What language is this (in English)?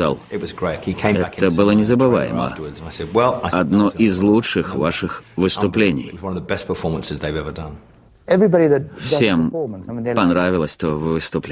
Russian